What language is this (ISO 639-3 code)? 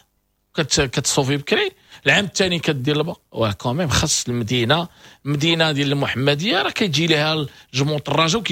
ary